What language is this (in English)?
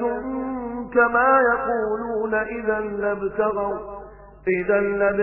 Arabic